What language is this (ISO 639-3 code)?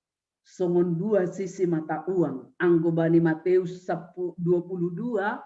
bts